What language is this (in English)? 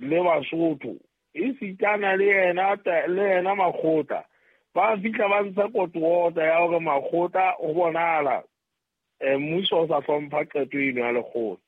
Southern Sotho